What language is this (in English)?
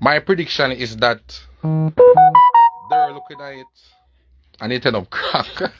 Jamaican Creole English